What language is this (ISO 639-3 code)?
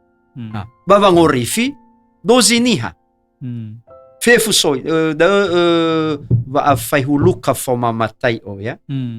nia